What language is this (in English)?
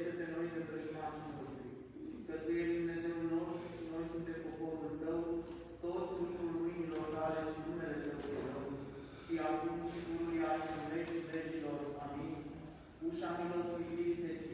Romanian